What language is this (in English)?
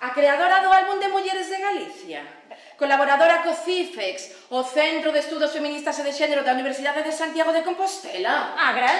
Galician